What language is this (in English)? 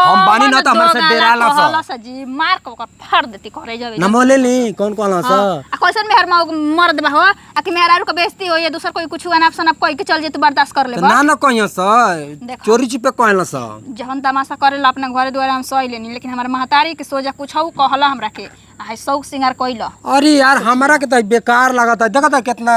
Bhojpuri